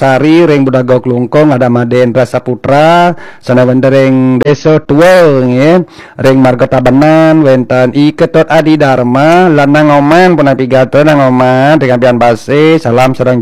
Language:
Balinese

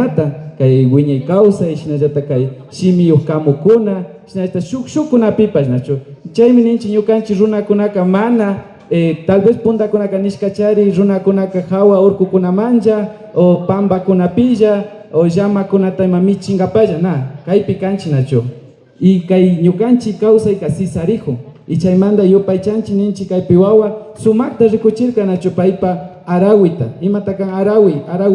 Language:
Imbabura Highland Quichua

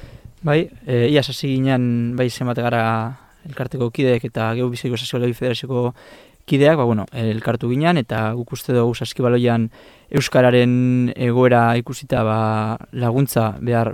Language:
Basque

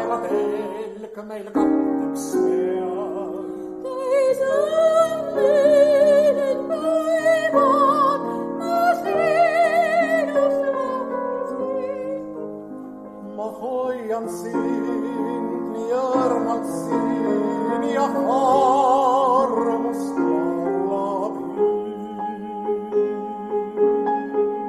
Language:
Estonian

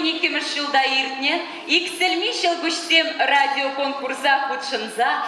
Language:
Chuvash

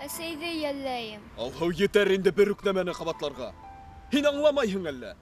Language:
Bashkir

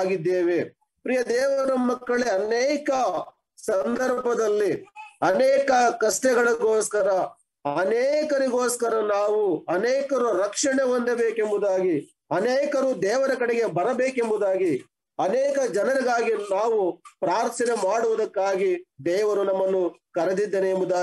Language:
Kannada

